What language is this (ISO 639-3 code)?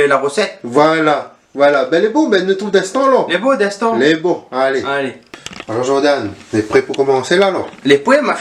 rcf